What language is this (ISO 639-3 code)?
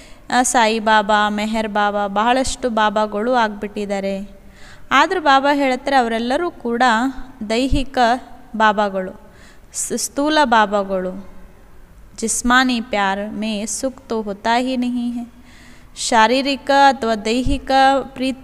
kan